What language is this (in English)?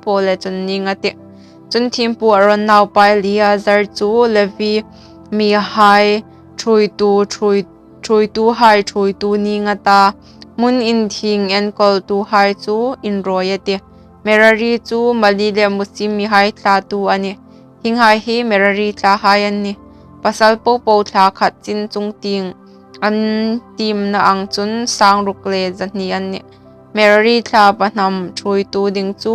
Hmar